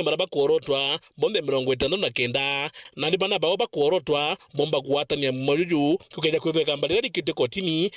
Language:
Meru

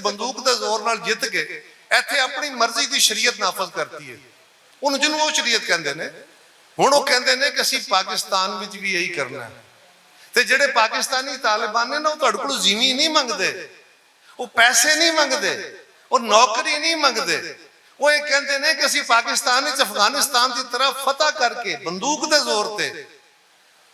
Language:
Western Panjabi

